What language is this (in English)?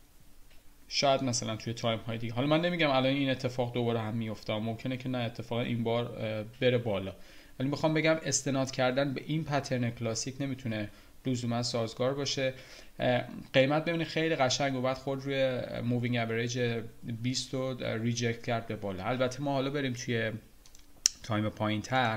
Persian